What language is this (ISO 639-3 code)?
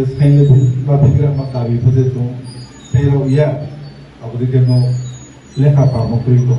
ria